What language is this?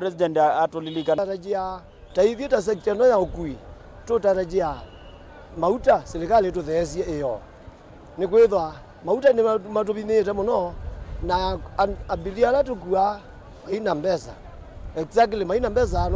Kamba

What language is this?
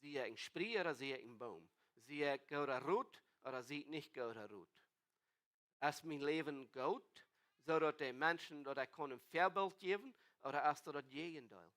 Plautdietsch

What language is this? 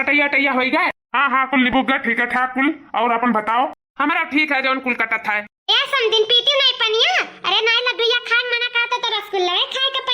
Awadhi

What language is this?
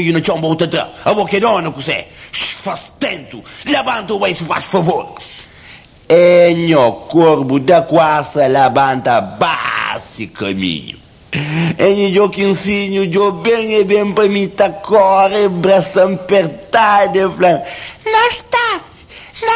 Kabuverdianu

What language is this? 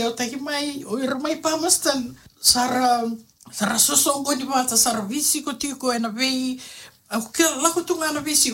Fijian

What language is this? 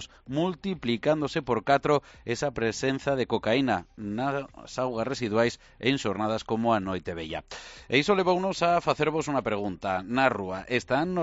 Galician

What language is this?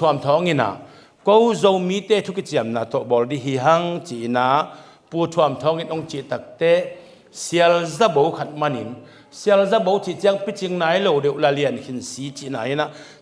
Tedim Chin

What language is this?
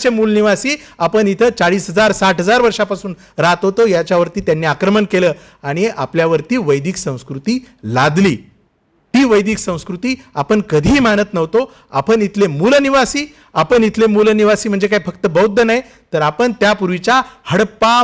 Marathi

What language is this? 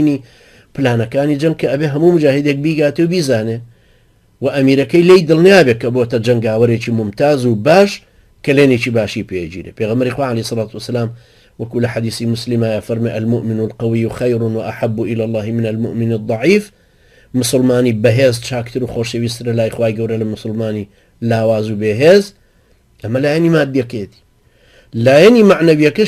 Central Kurdish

